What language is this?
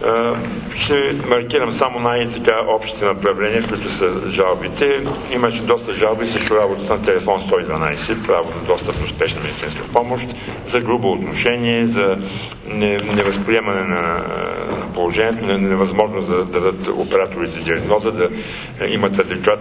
Bulgarian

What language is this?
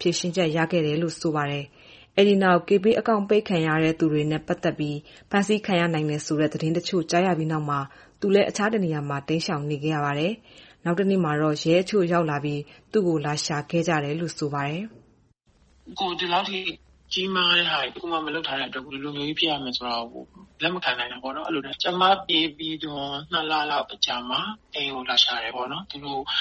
Burmese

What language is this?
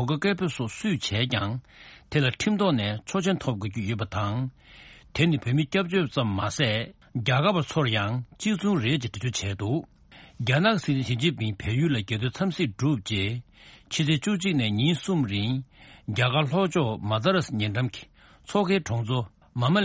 Tibetan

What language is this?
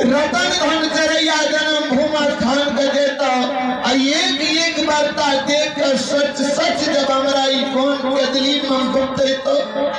Maithili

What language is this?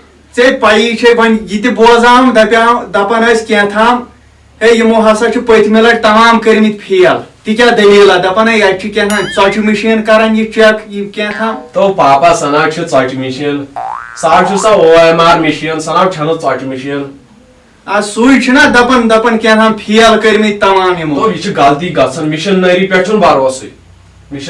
Kashmiri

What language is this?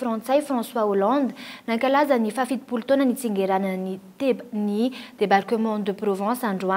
Malagasy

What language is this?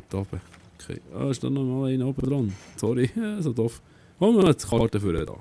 Swiss German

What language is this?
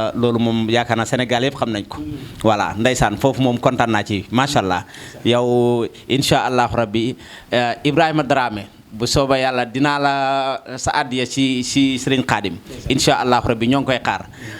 Wolof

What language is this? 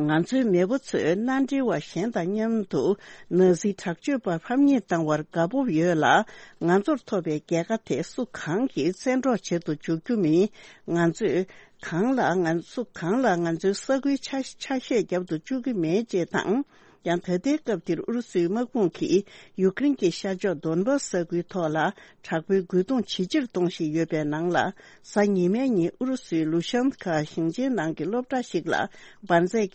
Tibetan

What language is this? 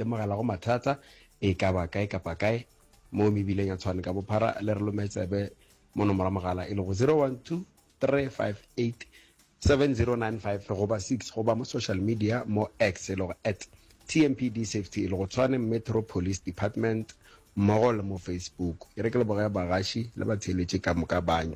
Northern Sotho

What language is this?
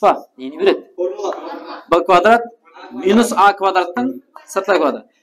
Kara-Kalpak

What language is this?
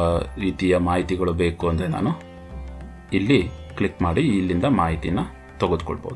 Kannada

